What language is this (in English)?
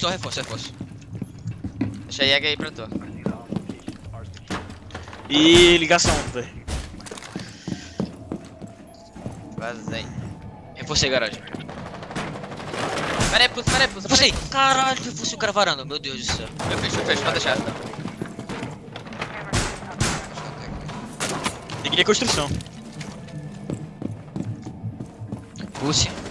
Portuguese